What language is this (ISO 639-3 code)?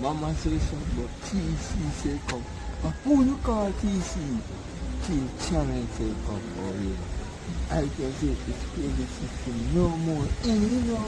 jam